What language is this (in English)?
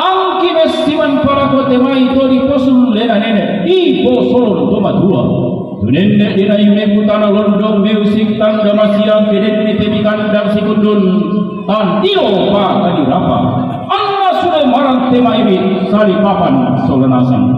Toraja-Sa'dan